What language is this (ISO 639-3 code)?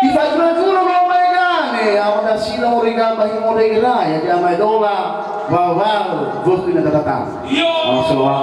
nia